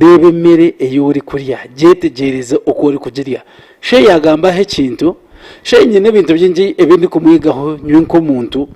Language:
Nyankole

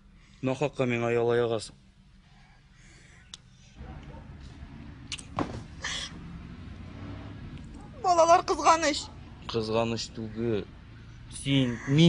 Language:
Tatar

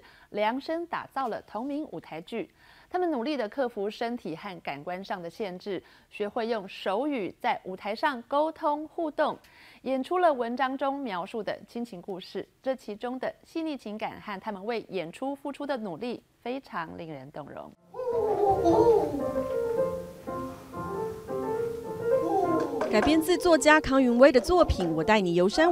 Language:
Chinese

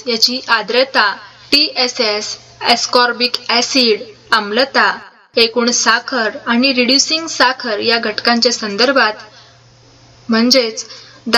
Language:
Marathi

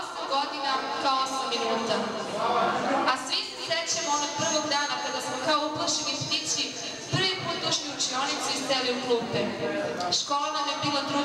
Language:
Serbian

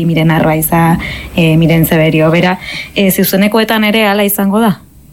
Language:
Basque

